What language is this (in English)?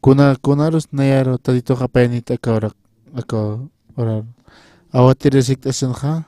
Aymara